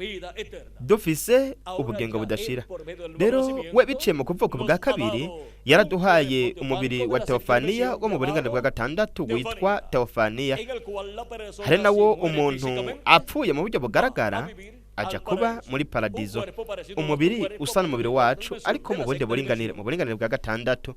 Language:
Rundi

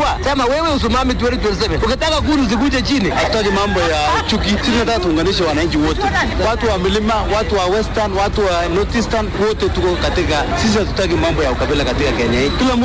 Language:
Swahili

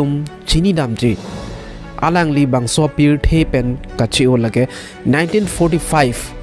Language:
Karbi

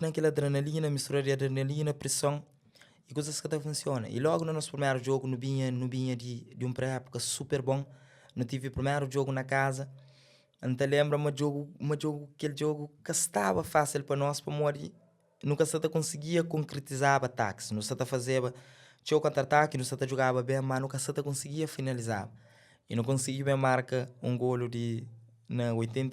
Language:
Kabuverdianu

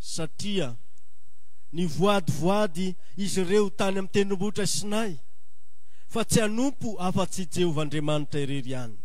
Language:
Malagasy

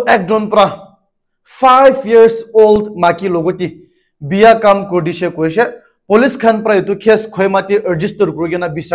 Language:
Naga Pidgin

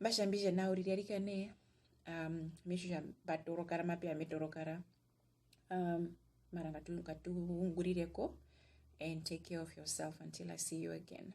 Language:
Herero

